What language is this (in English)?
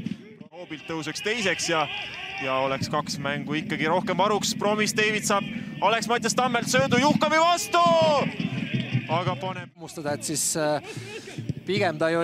Estonian